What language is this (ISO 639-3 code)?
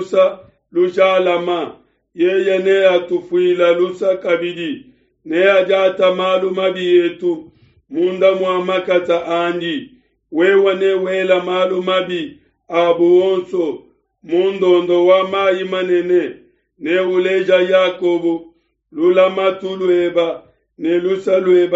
lua